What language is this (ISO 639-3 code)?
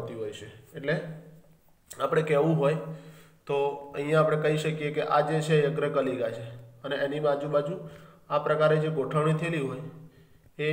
guj